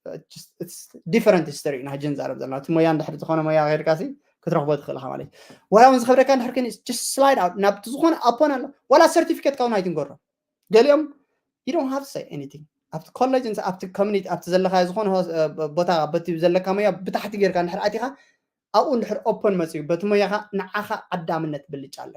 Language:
Tigrinya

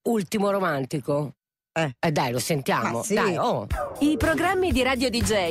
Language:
Italian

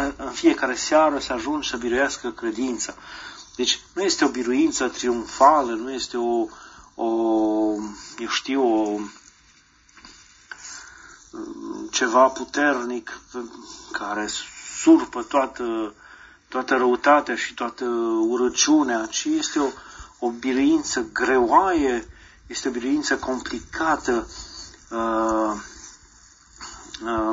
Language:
Romanian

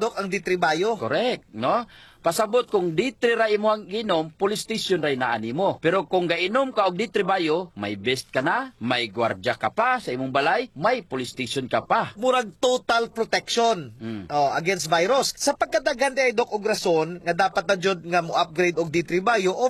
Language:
Cebuano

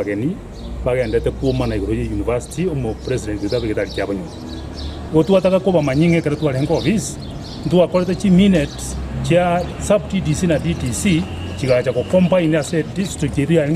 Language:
Gusii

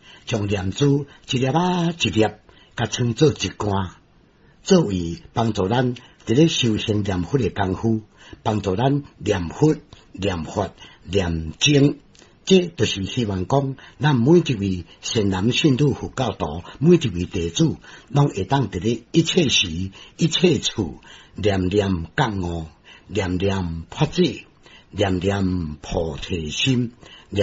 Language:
Min Nan Chinese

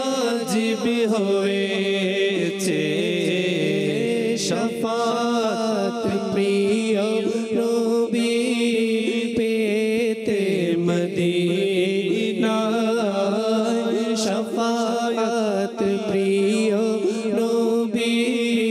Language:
Bangla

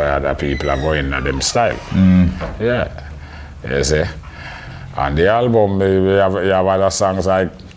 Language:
Jamaican Creole English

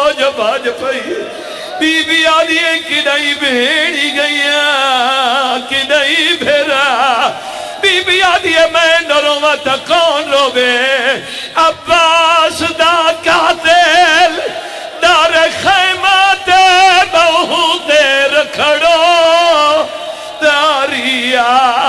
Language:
Saraiki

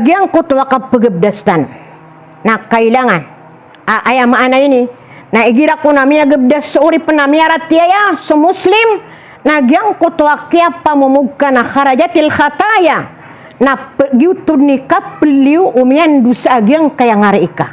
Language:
Maranao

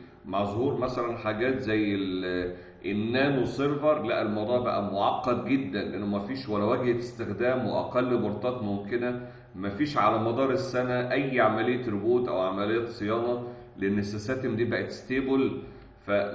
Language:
Egyptian Arabic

